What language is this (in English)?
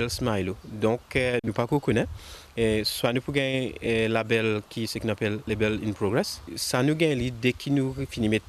Morisyen